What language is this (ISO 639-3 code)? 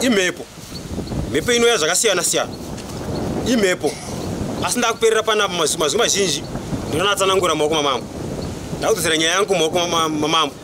sna